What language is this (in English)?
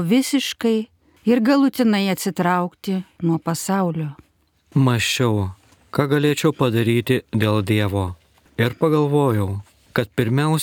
Lithuanian